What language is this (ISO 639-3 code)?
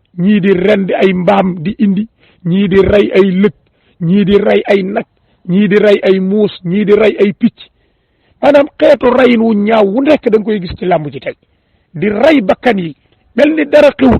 wol